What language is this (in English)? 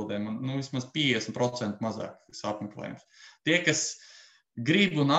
Latvian